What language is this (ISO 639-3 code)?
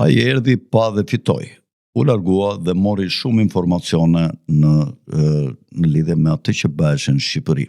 sqi